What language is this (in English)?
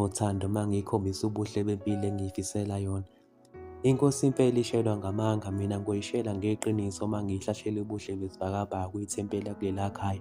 Zulu